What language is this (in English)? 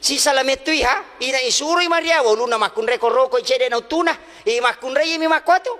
Buginese